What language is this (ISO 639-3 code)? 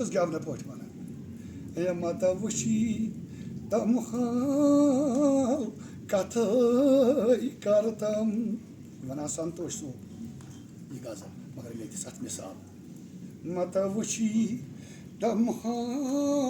kas